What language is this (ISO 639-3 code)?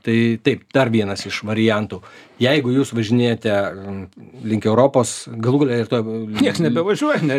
lit